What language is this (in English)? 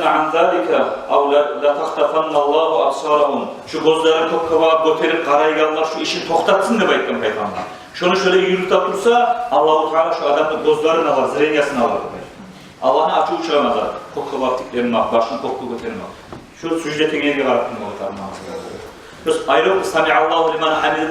Kumyk